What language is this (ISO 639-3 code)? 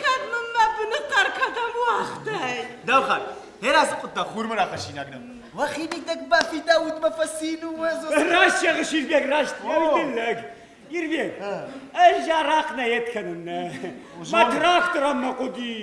oss